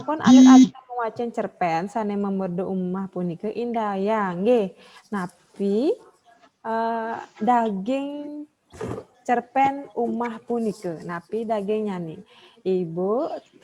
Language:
Balinese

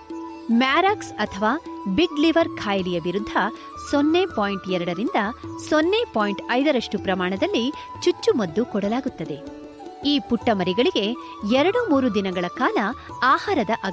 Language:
Kannada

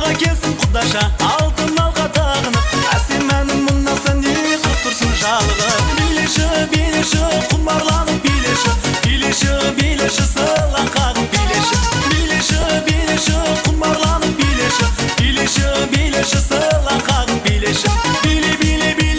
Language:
Kara-Kalpak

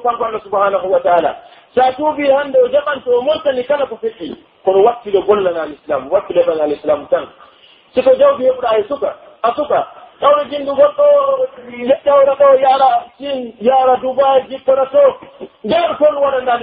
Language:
Pular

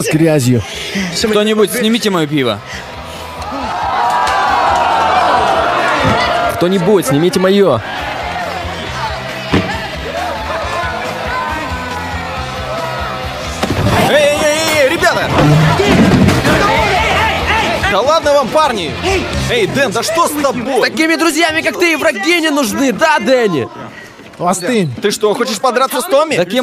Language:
Russian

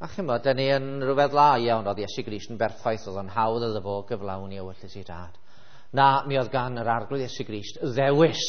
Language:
Welsh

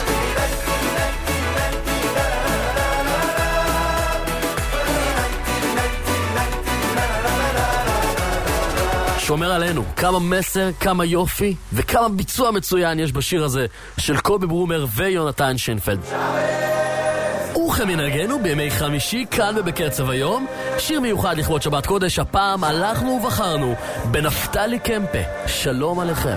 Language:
Hebrew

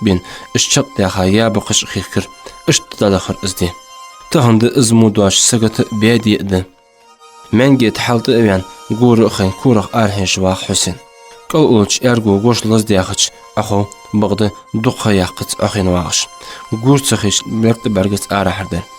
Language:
Ingush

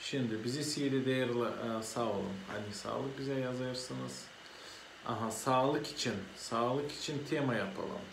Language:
Gagauz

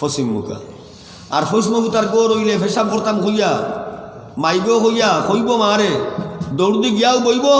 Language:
Sylheti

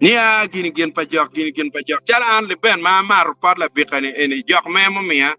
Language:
Acoli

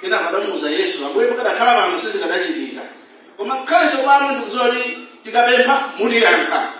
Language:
Nyanja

